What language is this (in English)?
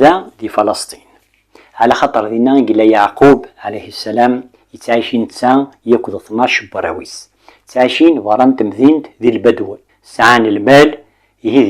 Kabyle